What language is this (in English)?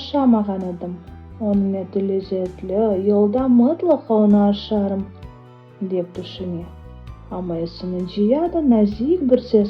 Crimean Tatar